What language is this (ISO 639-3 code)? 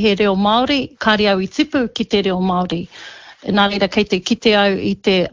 mri